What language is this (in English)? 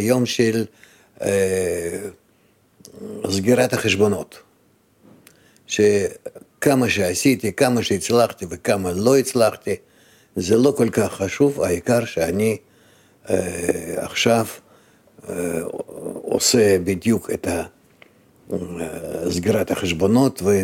Hebrew